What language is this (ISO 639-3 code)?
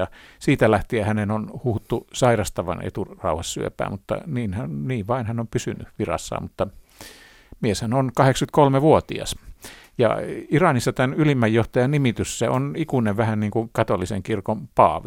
fin